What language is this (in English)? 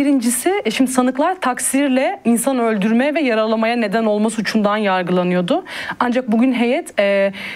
Turkish